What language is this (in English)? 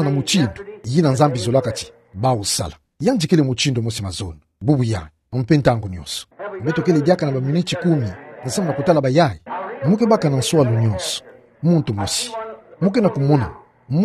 Kituba (Democratic Republic of Congo)